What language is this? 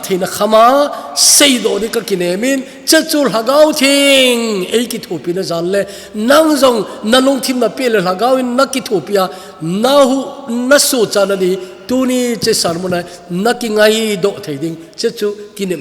Thado Chin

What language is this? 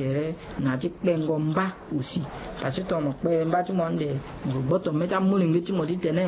Sango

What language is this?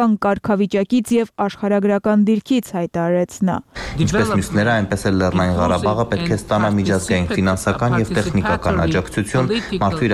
Armenian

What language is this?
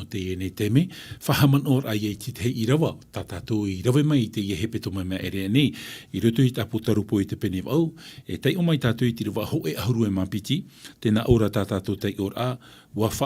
Tahitian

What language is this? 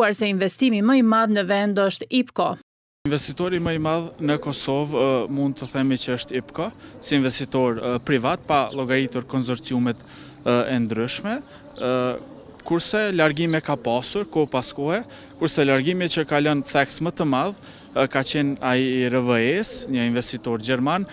Albanian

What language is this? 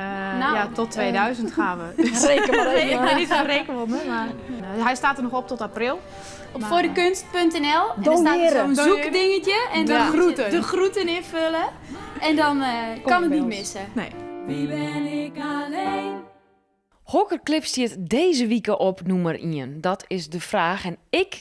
Western Frisian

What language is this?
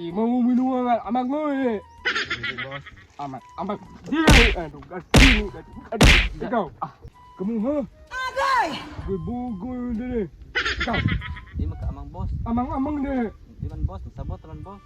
Cebuano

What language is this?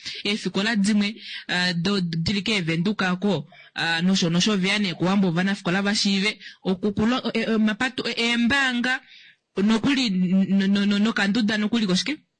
Kuanyama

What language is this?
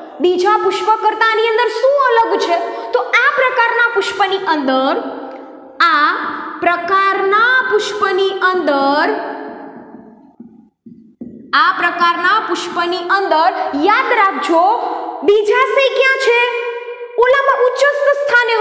Gujarati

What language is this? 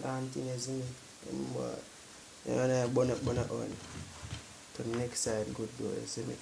Jamaican Creole English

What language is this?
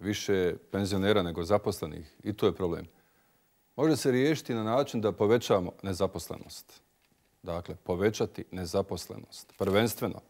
Bosnian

